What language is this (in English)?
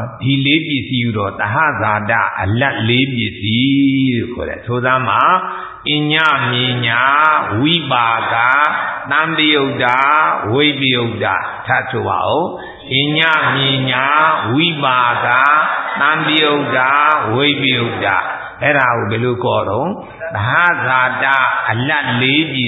Burmese